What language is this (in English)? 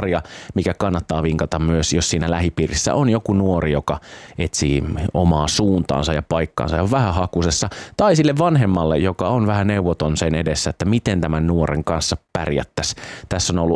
Finnish